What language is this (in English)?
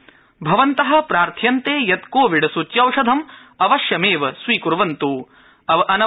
Sanskrit